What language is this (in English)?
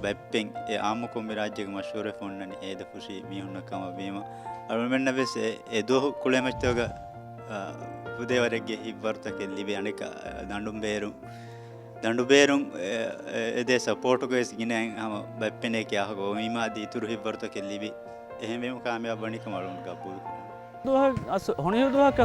Divehi